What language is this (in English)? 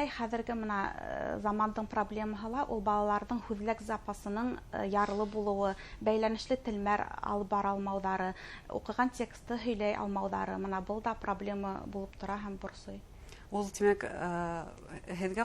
Bashkir